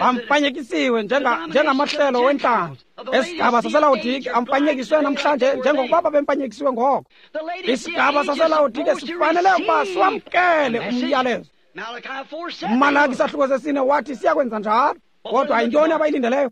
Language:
Xhosa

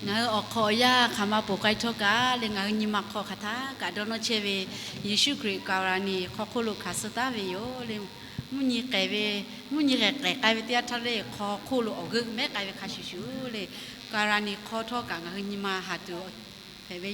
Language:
Lahu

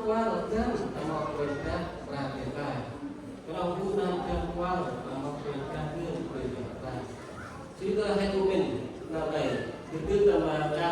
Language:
Central Mnong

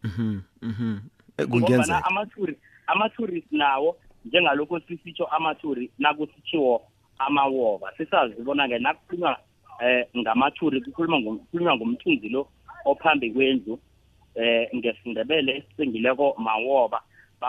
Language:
South Ndebele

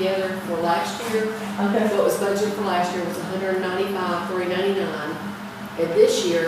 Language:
English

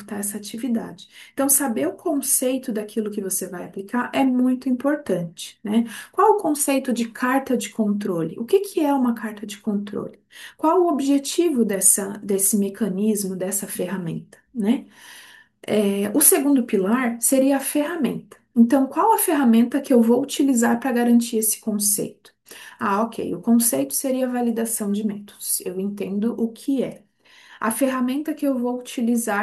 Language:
Portuguese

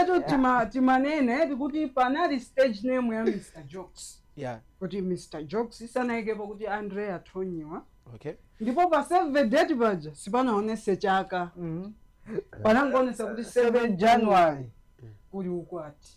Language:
Nyanja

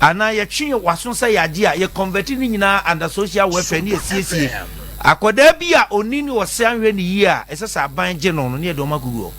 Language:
Akan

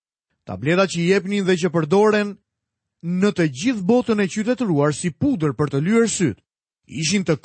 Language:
Albanian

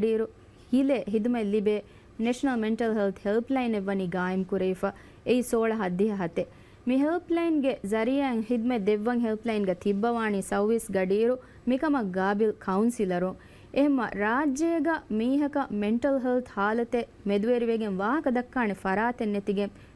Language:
Divehi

